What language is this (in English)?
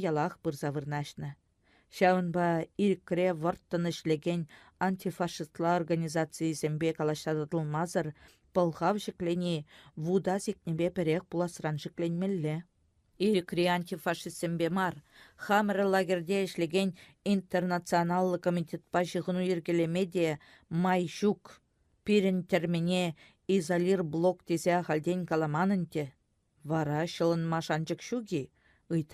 Chuvash